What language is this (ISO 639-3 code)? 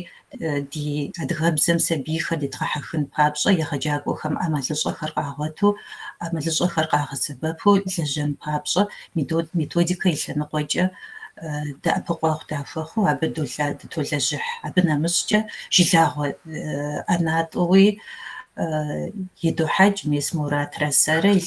kbd